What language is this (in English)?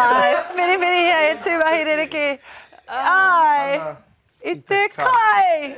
Māori